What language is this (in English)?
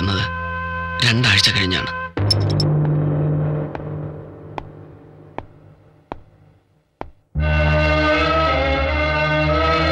Malayalam